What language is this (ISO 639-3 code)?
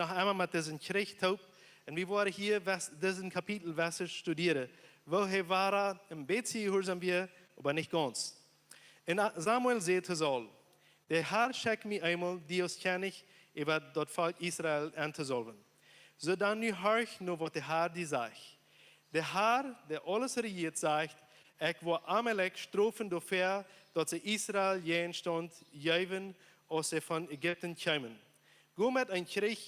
pdt